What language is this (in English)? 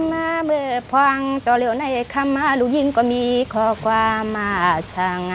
Shan